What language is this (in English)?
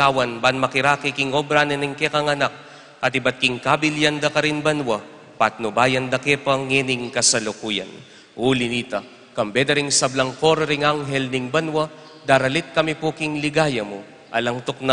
Pampanga